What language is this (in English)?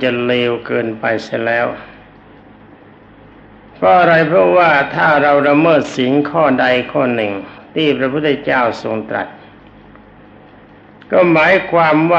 Thai